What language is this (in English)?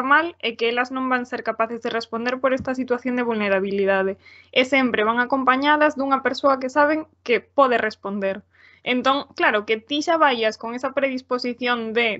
Galician